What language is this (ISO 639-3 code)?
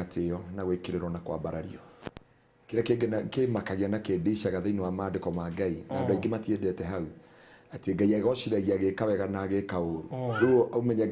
kik